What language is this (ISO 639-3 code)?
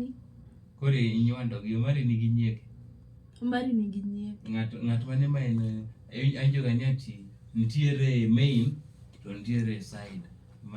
luo